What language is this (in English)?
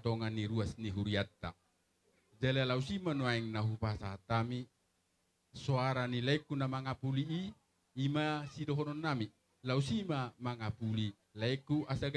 Batak Toba